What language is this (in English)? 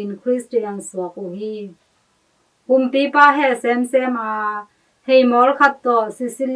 Tedim Chin